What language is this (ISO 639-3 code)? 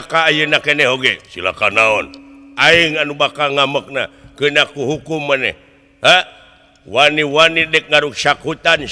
sun